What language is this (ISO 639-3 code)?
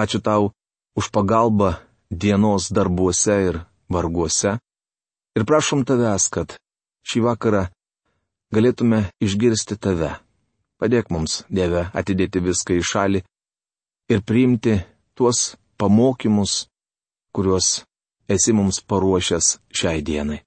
lit